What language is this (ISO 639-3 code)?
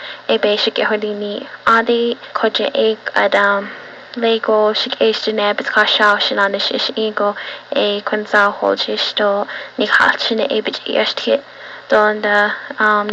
nav